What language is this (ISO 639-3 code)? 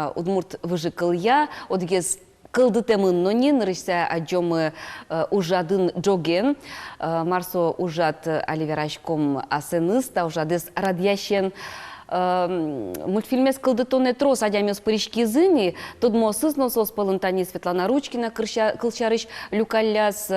udm